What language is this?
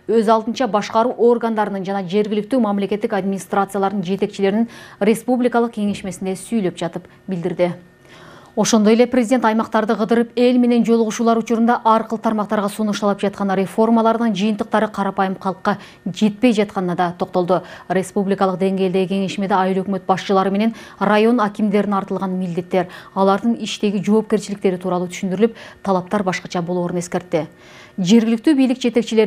Kyrgyz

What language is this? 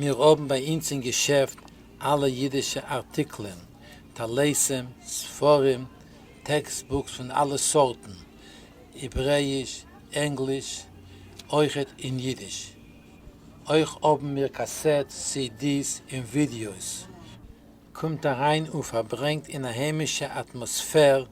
Yiddish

